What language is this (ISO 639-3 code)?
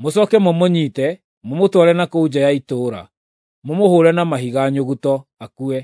kik